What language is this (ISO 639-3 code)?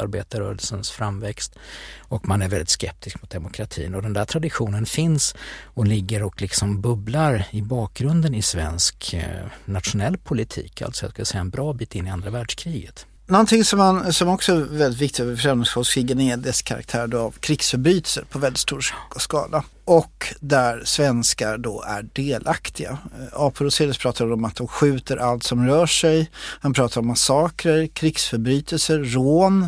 swe